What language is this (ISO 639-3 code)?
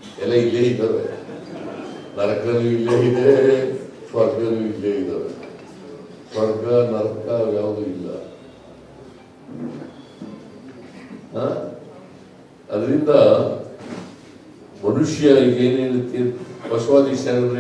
kan